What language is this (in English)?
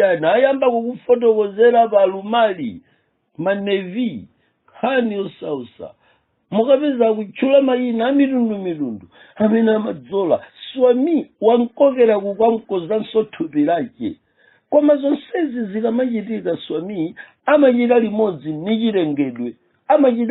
Nyanja